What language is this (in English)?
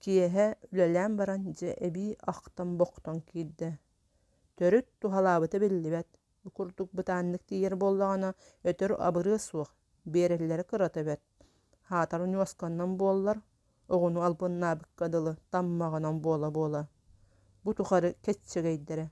Yakut